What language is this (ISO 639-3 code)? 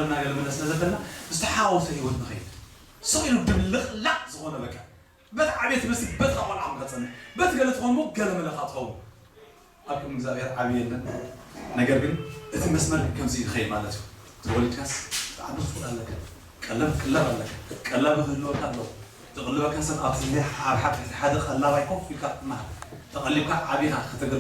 tir